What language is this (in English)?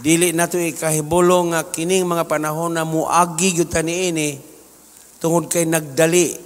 Cebuano